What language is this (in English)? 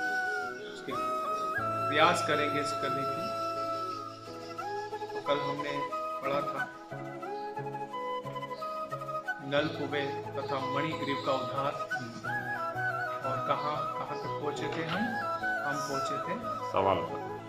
Hindi